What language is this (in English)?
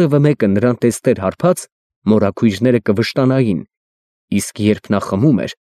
Armenian